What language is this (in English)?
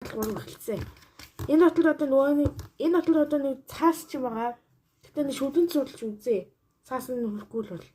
Mongolian